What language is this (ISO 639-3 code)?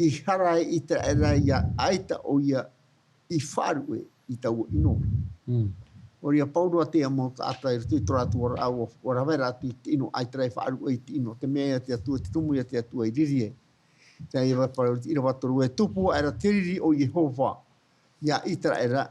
tah